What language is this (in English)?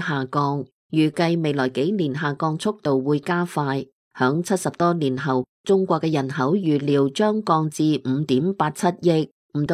Cantonese